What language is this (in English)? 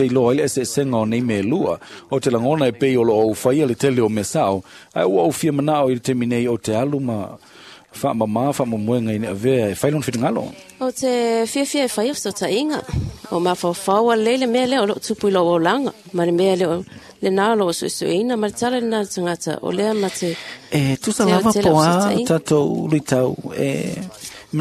Samoan